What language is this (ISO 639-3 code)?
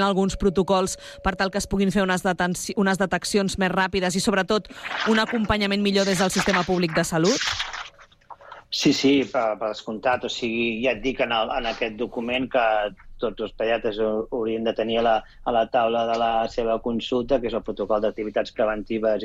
cat